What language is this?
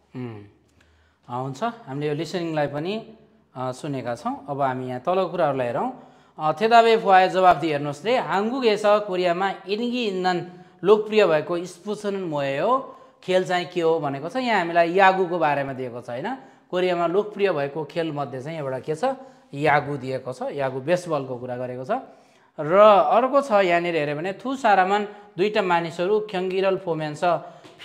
Nepali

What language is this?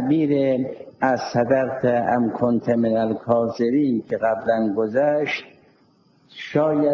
Persian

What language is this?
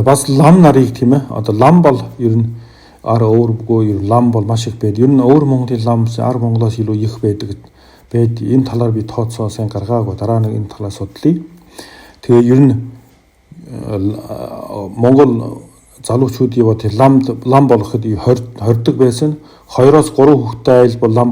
Mongolian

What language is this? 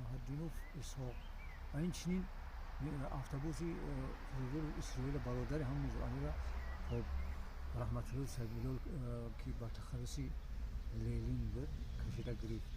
Tajik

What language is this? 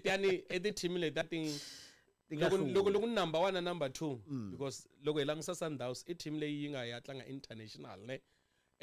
Tsonga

